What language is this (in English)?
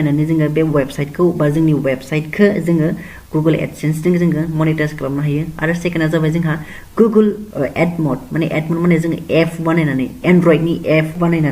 Bodo